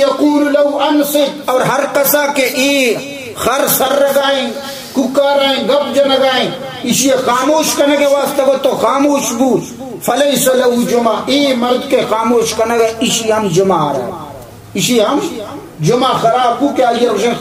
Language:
Baluchi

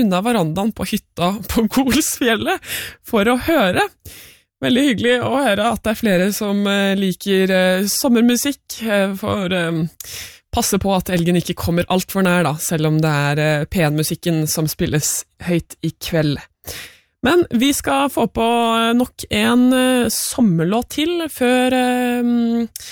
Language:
Norwegian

